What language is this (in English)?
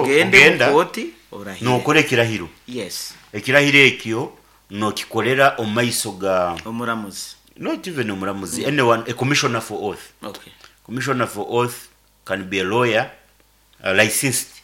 Nyankole